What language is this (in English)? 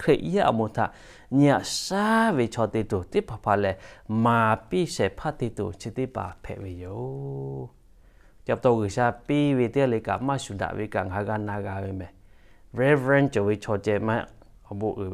Lahu